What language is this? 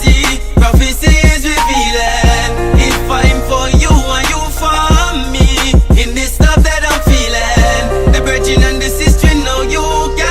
Jamaican Creole English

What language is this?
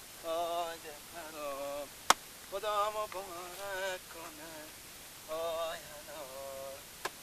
Persian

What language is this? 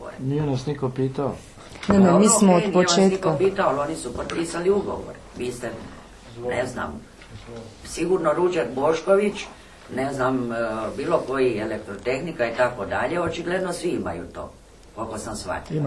Croatian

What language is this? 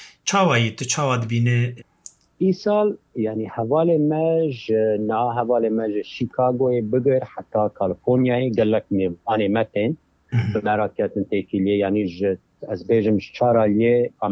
Kurdish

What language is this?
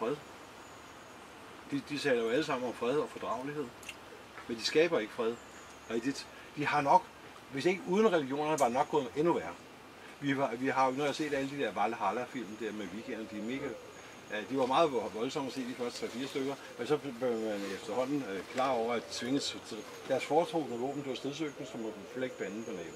Danish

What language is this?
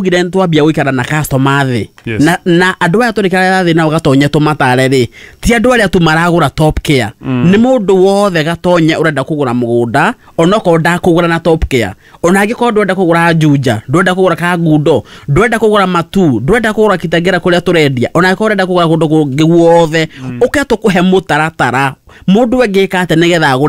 Kikuyu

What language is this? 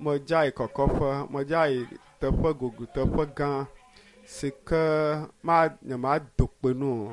Ewe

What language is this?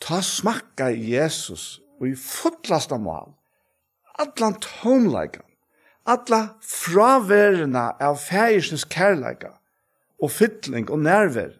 Faroese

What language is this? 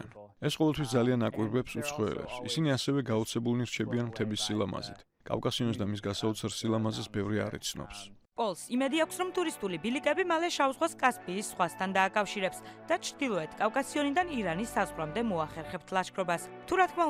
Georgian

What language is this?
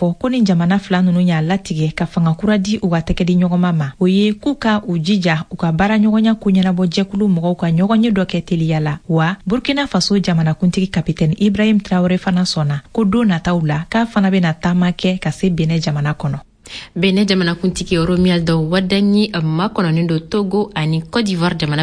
Bambara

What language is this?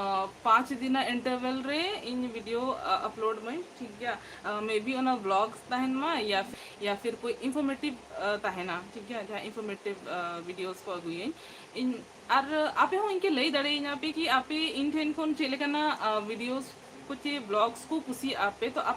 Santali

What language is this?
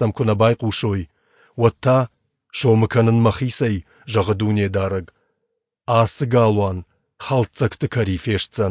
Ossetic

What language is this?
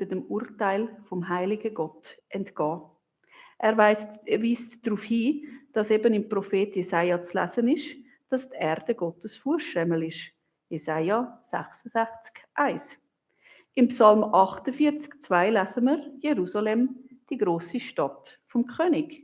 Swiss German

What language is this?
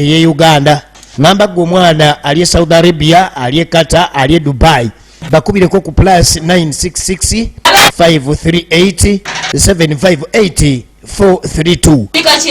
Ganda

